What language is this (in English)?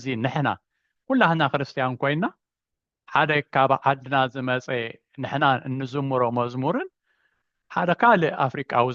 Tigrinya